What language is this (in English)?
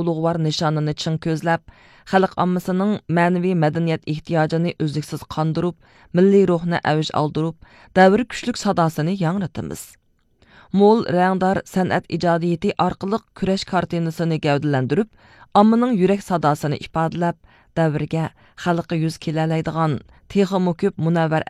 Uyghur